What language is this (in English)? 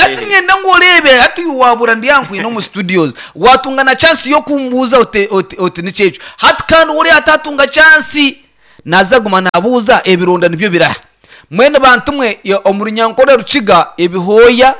Nyankole